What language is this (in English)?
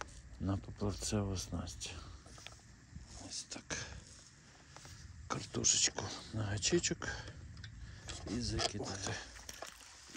Ukrainian